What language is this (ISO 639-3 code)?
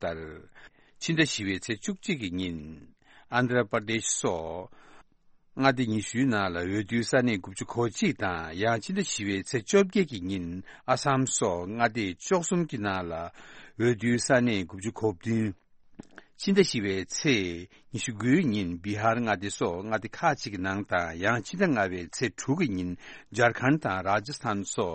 bod